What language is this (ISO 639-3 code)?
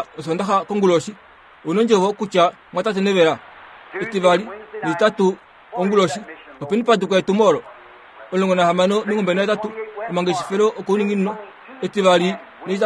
kua